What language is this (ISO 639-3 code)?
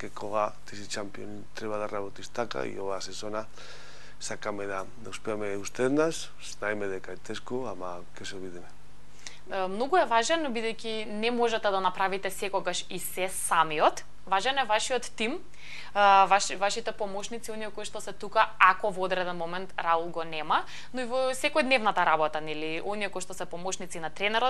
mkd